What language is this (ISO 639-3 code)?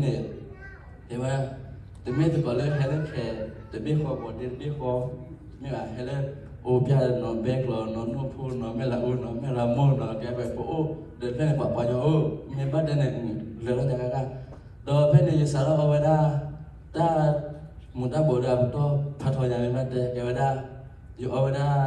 ksw